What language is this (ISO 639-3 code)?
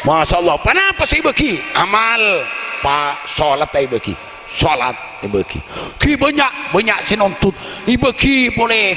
mad